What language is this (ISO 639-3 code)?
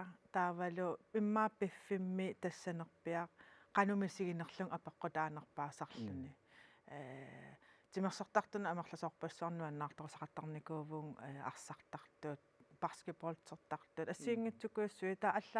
kal